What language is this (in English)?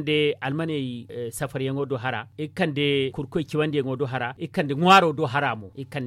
Zarma